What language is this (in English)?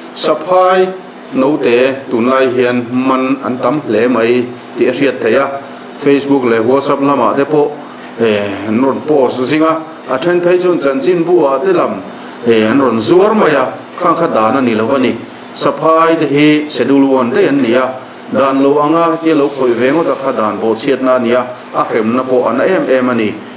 Mizo